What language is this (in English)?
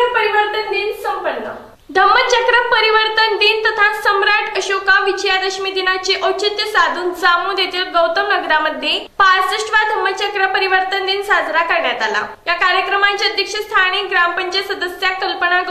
Marathi